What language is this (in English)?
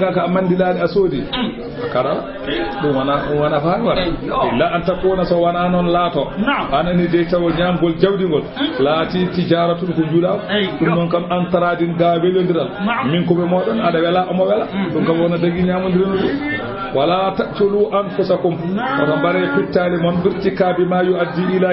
Fula